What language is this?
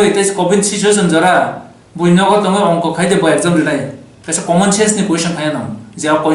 Kok Borok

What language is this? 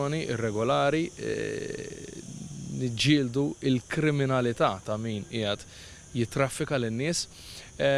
Maltese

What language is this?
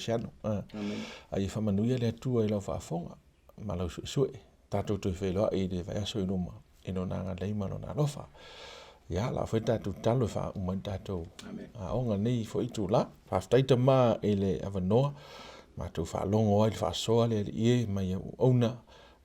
Samoan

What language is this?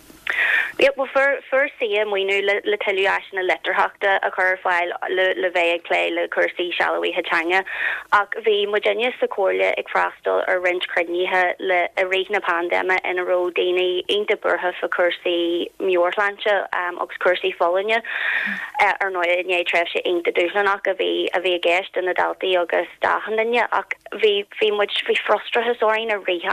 Irish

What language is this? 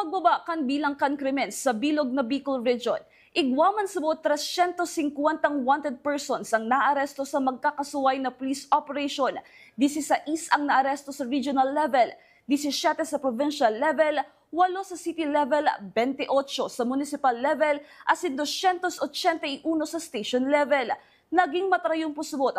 Bikol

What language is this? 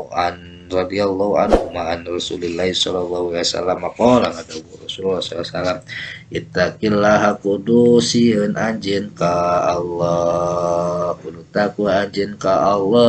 Sundanese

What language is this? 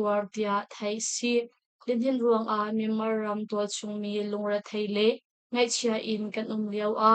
Hakha Chin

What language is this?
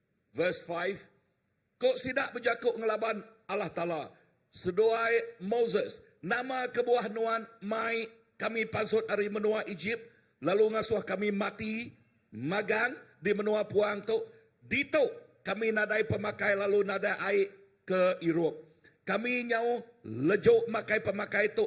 Iban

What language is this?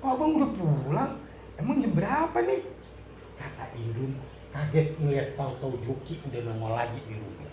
Betawi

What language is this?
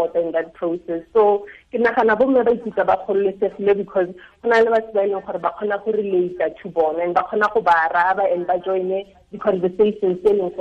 Tswana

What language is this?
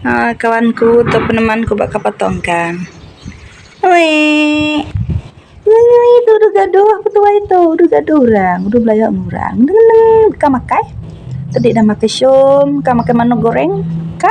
Iban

